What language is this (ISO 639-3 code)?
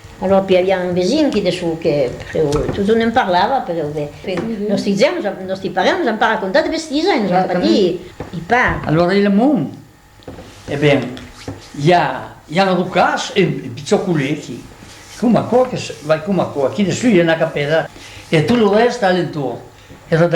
oci